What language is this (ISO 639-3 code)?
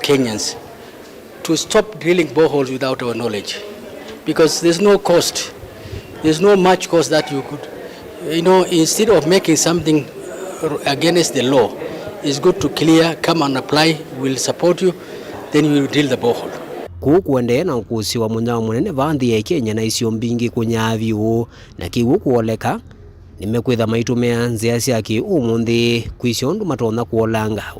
kam